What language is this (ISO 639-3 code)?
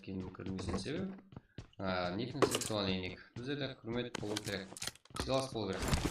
kaa